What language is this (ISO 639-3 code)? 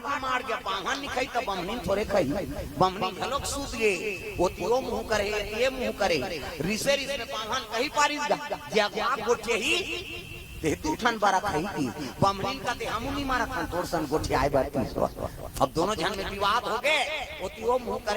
hne